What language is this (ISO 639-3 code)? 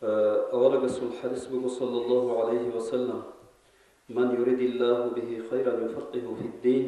ava